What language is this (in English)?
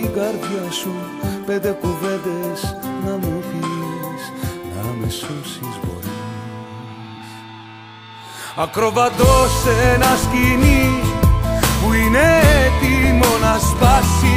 Greek